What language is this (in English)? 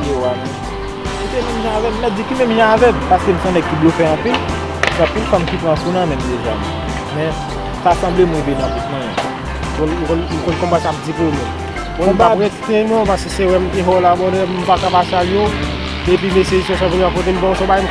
Haitian Creole